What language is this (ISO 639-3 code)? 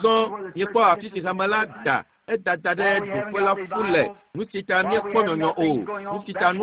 ewe